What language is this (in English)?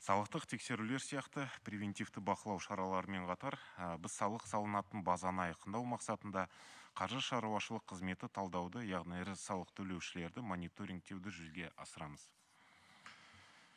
Kazakh